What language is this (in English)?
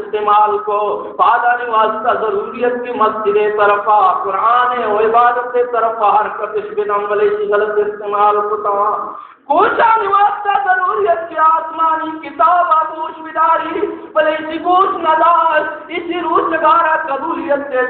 Baluchi